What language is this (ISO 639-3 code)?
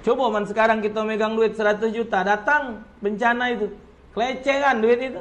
mui